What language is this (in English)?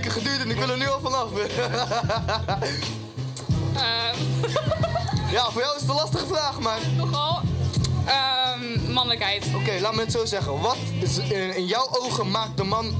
Dutch